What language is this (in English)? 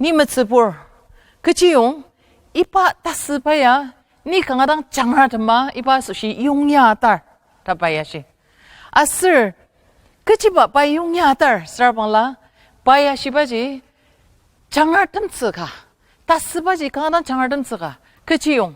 Ao Naga